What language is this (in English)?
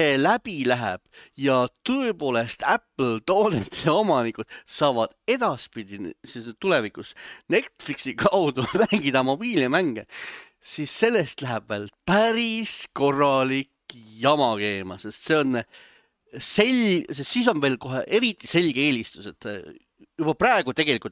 Estonian